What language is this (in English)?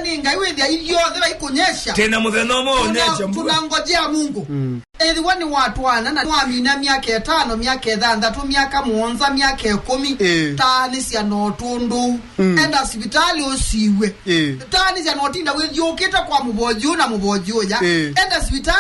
Kamba